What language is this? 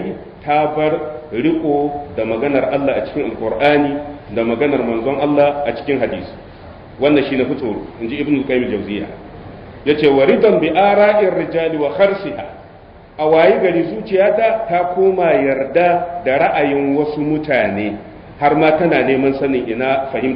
Hausa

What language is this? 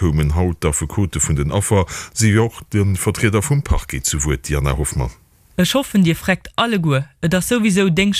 Luxembourgish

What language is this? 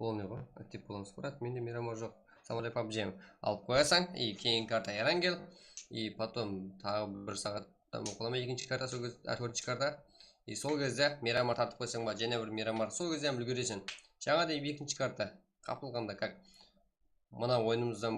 Kara-Kalpak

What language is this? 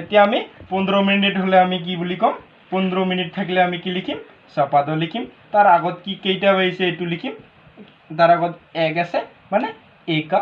Assamese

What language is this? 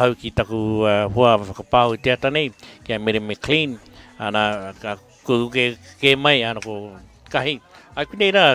Māori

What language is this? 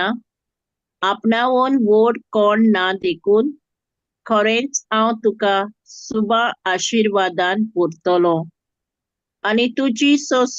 Konkani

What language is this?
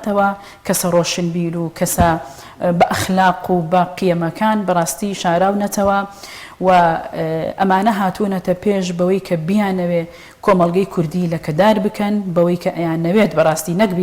Central Kurdish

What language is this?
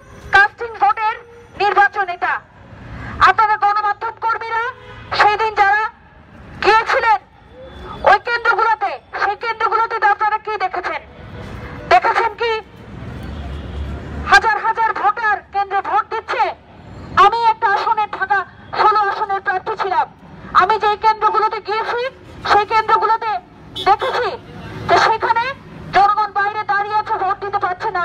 Bangla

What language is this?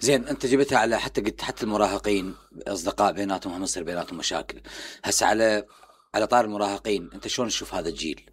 Mesopotamian Arabic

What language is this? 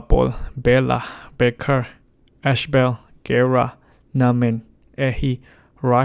Falam Chin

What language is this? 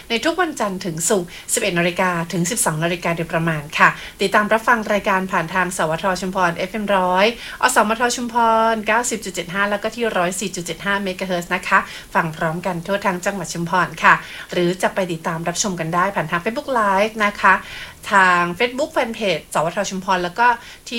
Thai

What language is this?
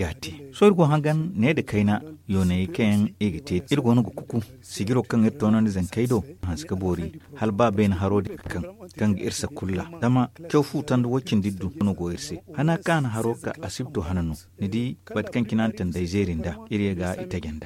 Zarma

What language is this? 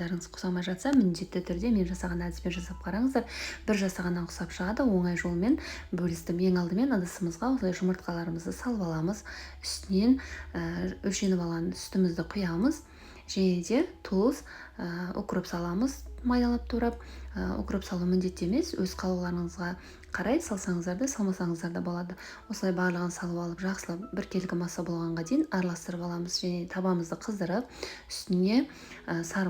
Kazakh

